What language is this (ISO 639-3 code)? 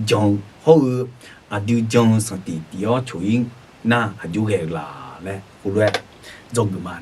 ahk